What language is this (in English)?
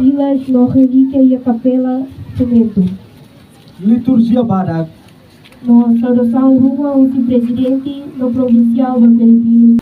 Tetum